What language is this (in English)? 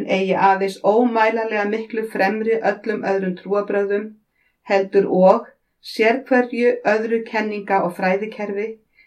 Icelandic